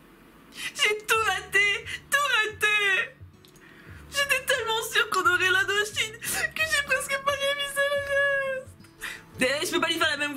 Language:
French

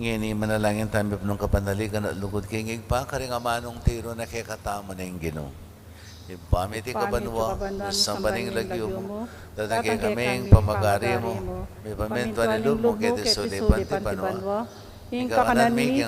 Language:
Pampanga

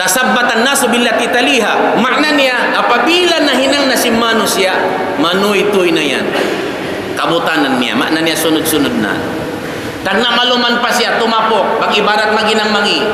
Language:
Tausug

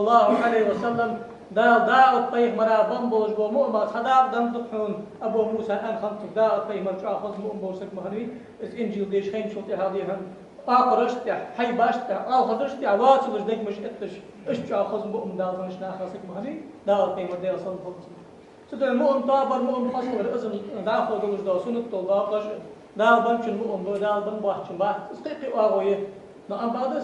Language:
Ingush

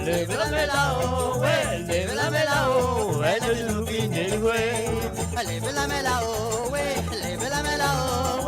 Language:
Morisyen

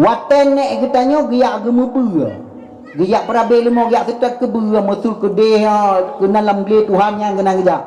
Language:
Achinese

